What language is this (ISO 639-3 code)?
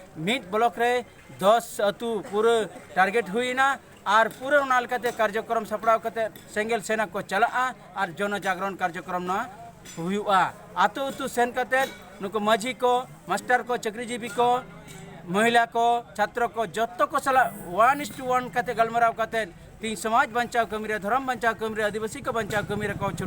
sat